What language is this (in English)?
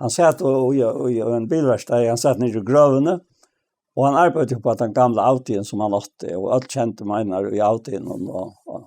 Faroese